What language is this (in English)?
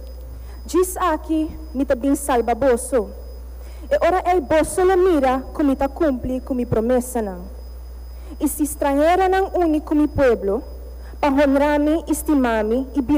Papiamento